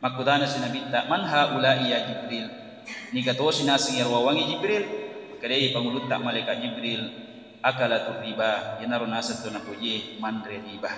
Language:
Buginese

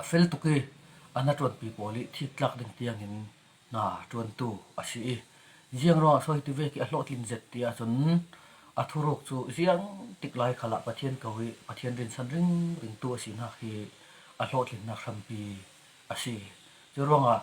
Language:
Falam Chin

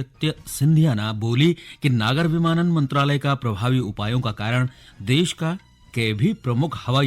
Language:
Garhwali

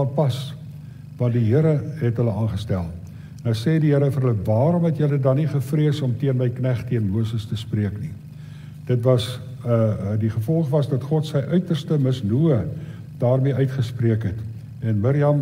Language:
Afrikaans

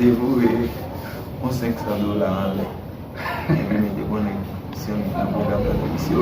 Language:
Haitian Creole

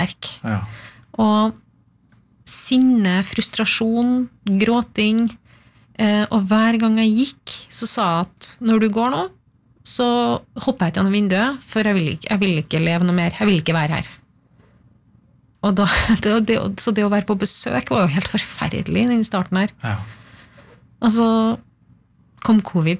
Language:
Norwegian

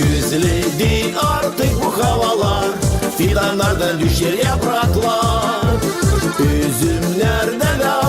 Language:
Gagauz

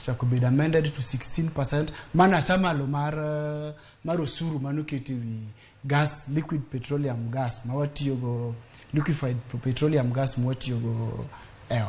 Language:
Luo (Kenya and Tanzania)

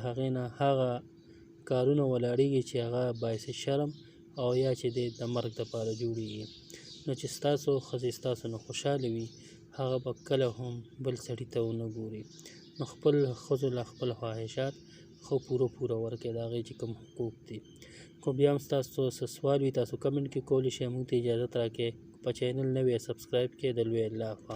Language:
Pashto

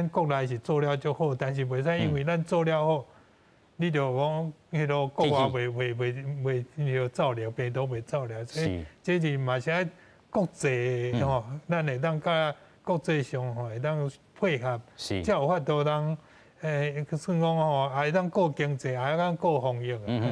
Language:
Min Nan Chinese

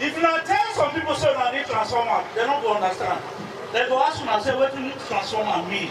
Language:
Nigerian Pidgin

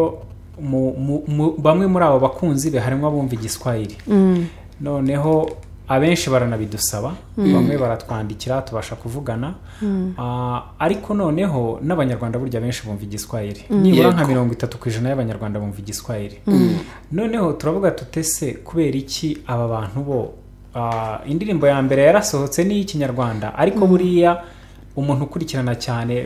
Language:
Kinyarwanda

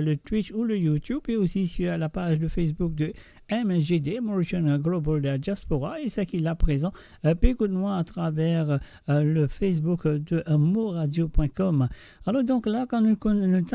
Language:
Morisyen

